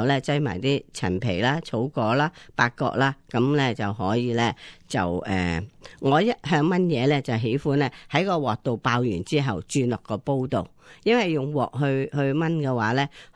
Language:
Cantonese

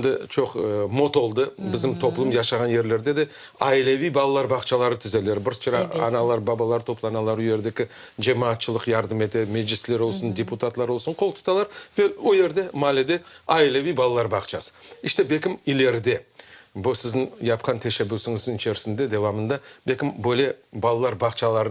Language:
Crimean Tatar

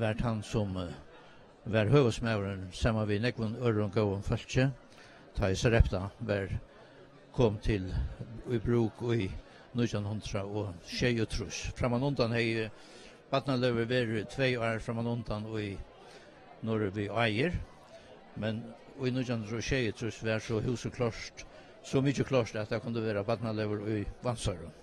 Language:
Faroese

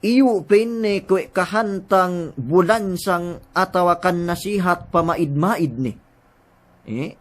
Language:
Yakan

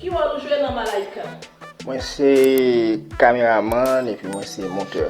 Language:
Haitian Creole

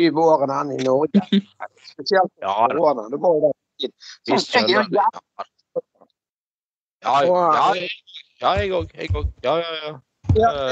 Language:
Norwegian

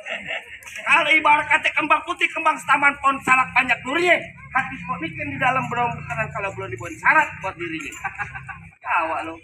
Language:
Betawi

